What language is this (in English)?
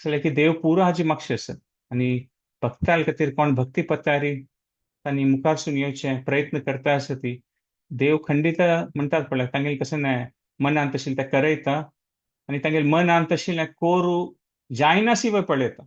Konkani